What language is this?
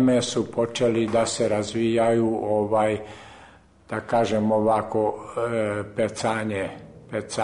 Serbian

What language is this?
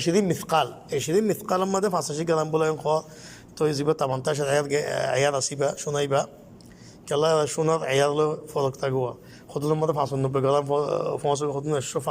Rohingya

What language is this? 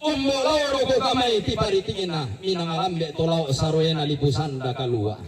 Toraja-Sa'dan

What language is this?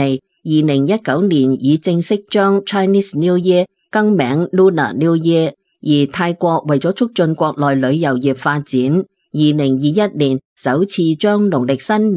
Cantonese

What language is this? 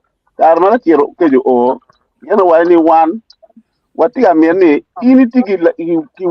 Acoli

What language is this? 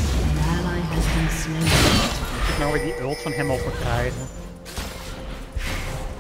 Dutch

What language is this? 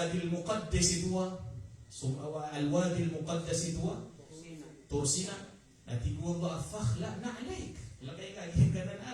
Maranao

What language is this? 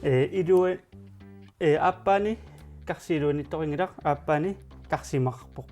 Kalaallisut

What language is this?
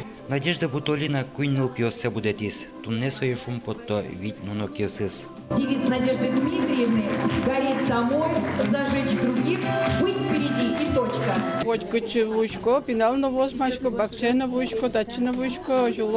Udmurt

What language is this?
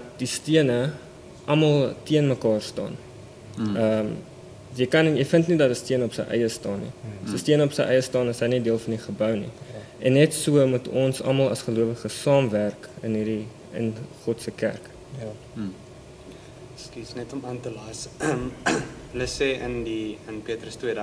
Afrikaans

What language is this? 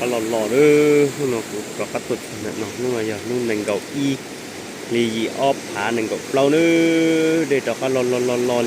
Hmong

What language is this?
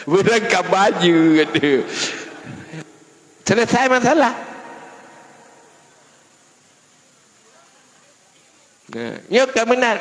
Malay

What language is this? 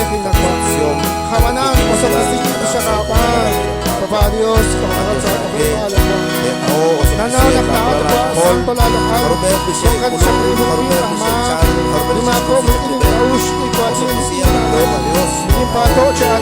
Kekchí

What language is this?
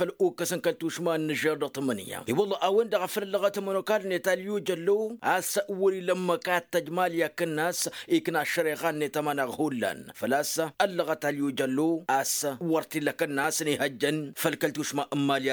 Tamasheq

